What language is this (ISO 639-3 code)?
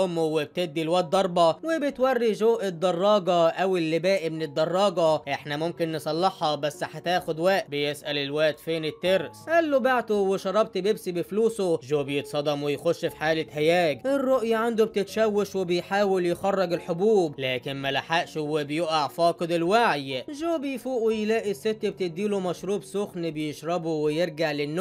arz